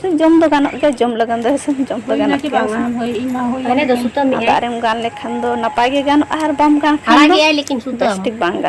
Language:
Santali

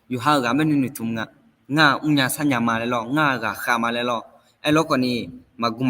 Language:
Akha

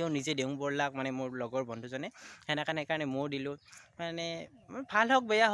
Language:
Assamese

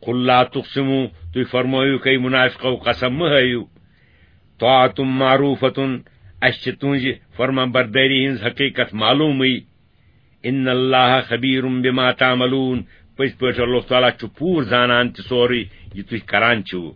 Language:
Kashmiri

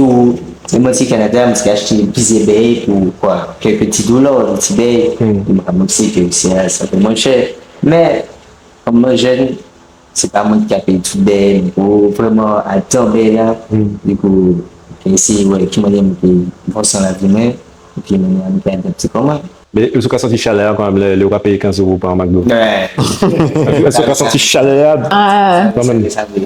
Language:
Guadeloupean Creole French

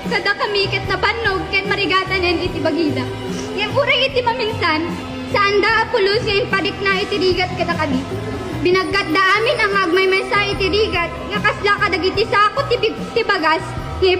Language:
Iloko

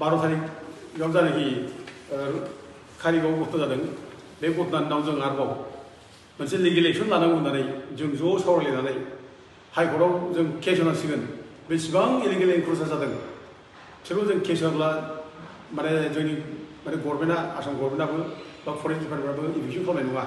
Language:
Bodo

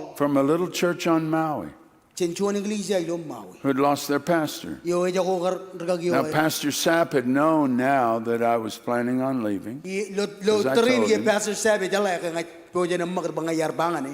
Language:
Marshallese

